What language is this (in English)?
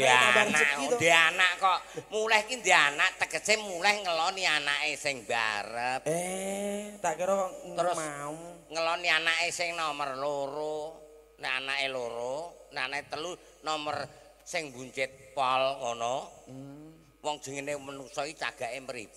Javanese